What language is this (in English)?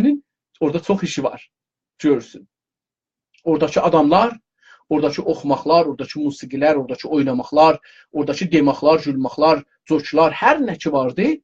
South Azerbaijani